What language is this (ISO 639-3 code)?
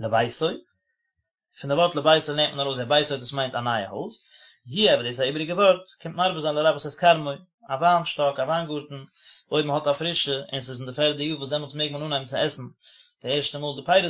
yid